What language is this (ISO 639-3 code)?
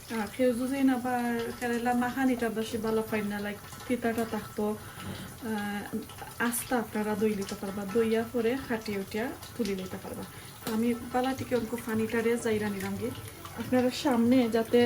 syl